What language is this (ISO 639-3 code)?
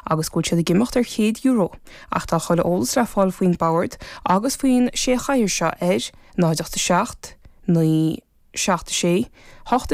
gle